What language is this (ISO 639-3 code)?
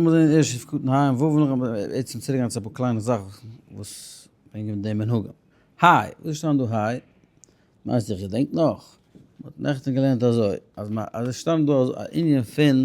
yid